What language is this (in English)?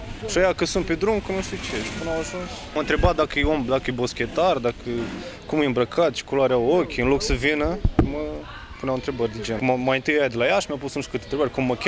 Romanian